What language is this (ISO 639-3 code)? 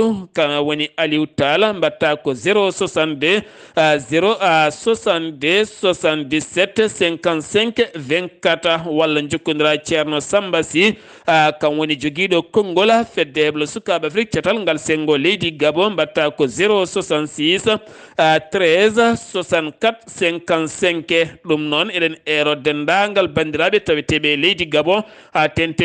ful